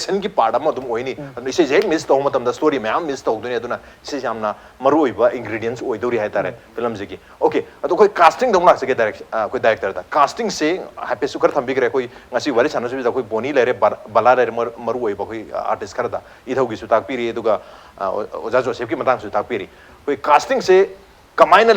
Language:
Manipuri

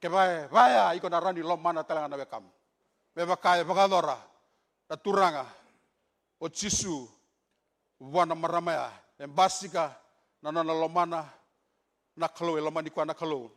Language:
Fijian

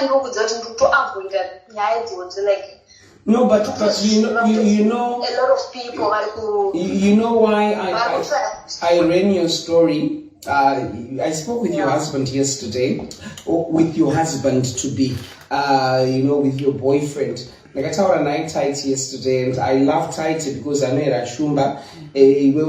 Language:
Shona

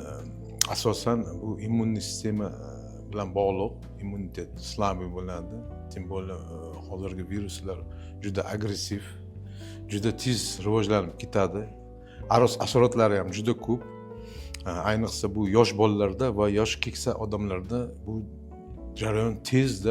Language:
Uzbek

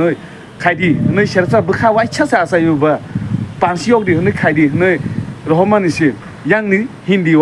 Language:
Kok Borok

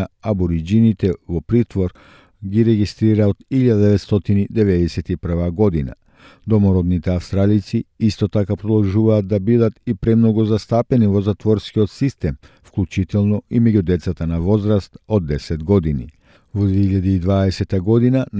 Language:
Macedonian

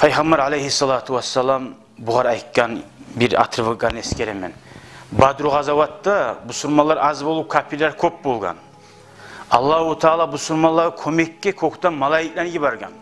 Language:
Kumyk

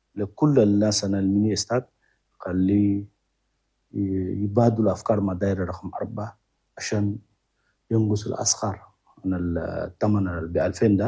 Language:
Chadian Arabic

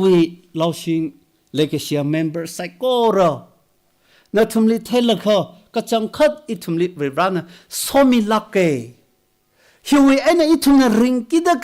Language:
Tangkhul Naga (India)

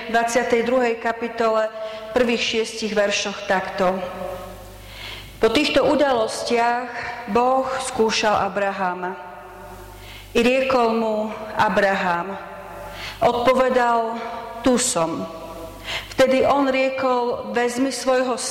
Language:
Slovak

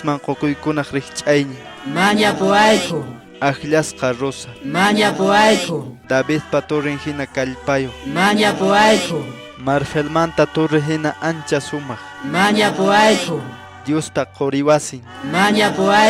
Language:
Quechua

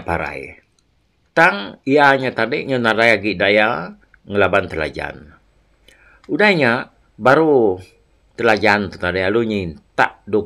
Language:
Iban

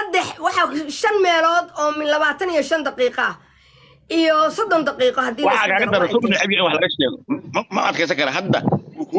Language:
Somali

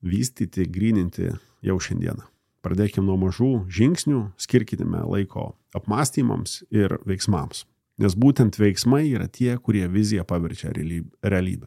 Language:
Lithuanian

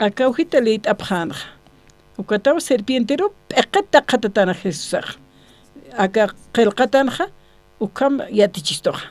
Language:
Aymara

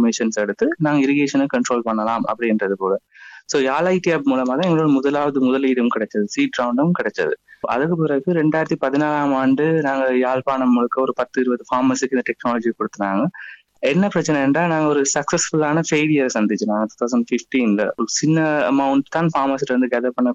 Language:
Tamil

